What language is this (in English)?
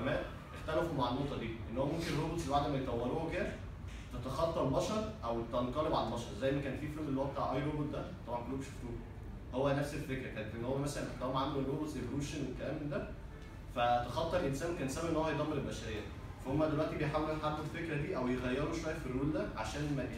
Egyptian Arabic